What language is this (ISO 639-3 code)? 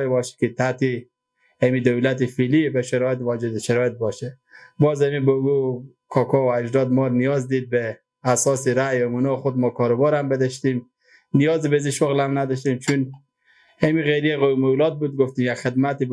fas